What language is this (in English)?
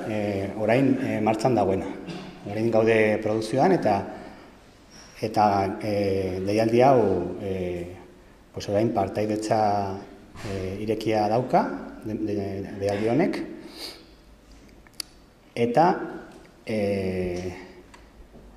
Basque